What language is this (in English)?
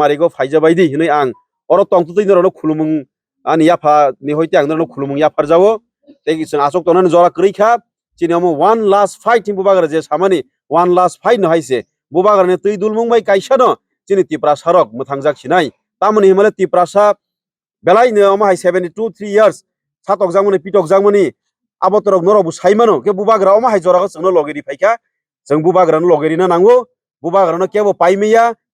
Kok Borok